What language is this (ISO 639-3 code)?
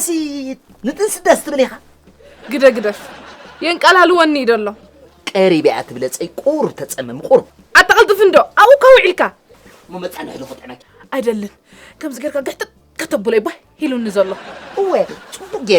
tir